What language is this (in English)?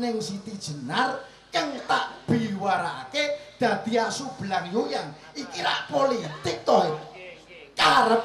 Javanese